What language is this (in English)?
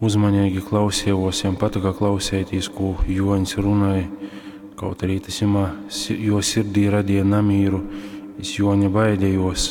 Latgalian